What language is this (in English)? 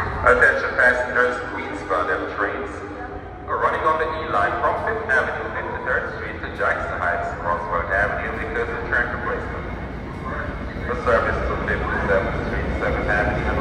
English